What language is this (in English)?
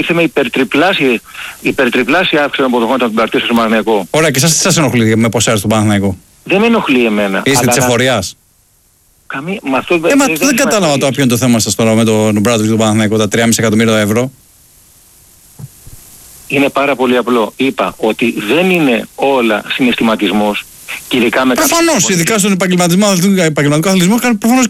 Greek